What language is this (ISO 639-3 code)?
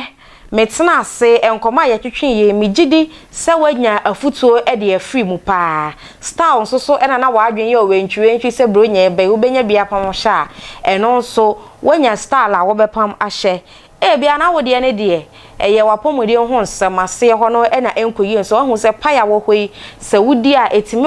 aka